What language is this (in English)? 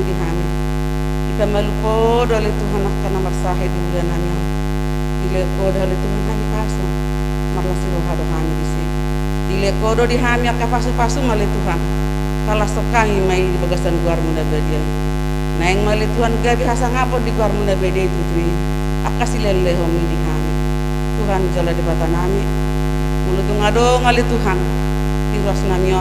Batak Toba